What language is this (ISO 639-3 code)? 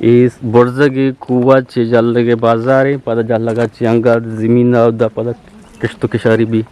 bgp